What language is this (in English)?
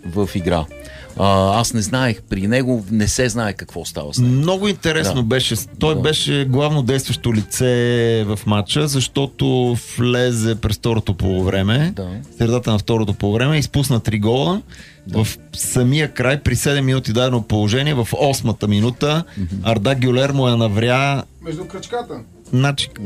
Bulgarian